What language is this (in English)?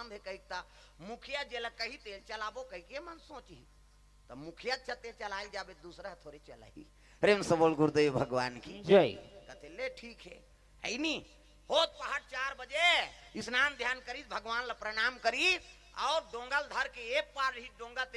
Chhattisgarhi